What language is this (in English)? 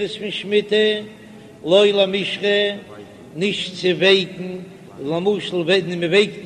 Yiddish